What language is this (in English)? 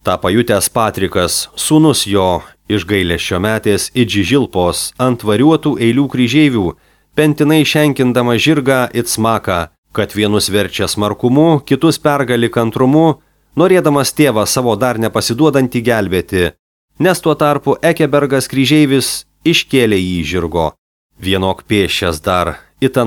Lithuanian